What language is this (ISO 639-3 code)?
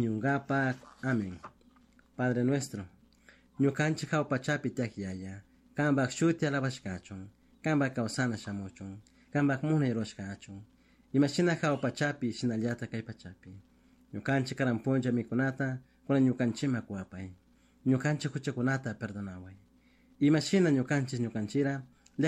qug